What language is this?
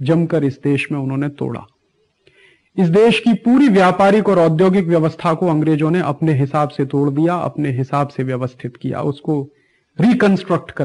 Hindi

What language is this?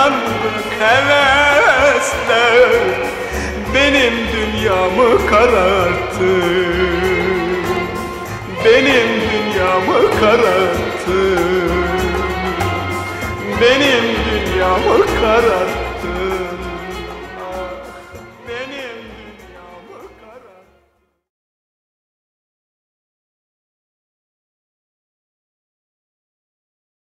Turkish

